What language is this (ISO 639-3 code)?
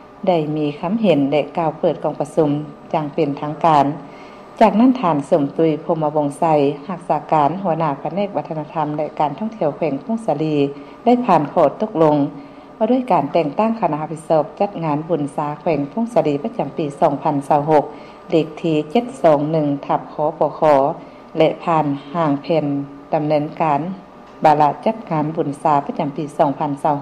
lao